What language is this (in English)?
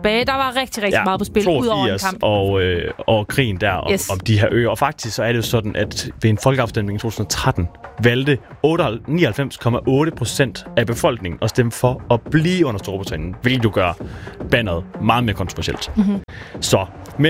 Danish